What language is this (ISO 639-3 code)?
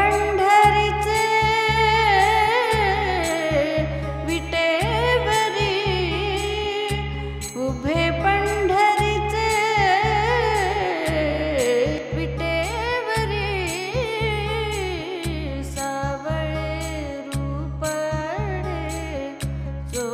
mar